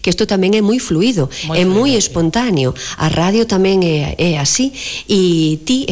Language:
Galician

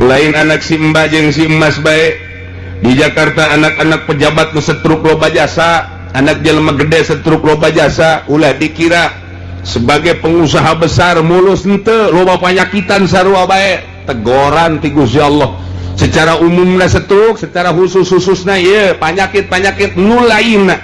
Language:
Sundanese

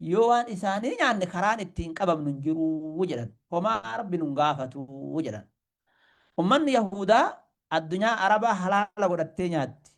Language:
Oromo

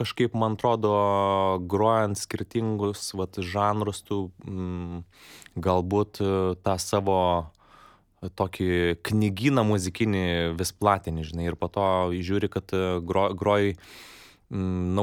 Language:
Lithuanian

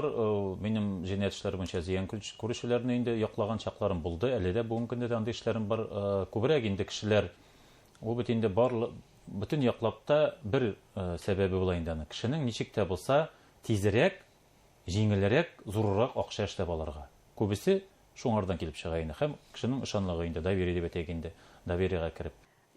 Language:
Bashkir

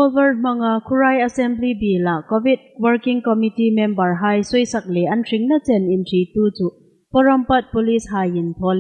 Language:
Hmar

